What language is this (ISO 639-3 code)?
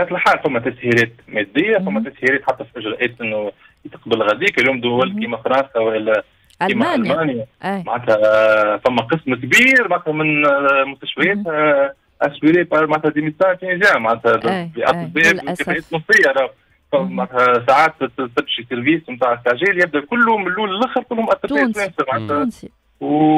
aeb